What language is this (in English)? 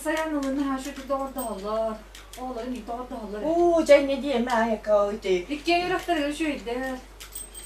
Yakut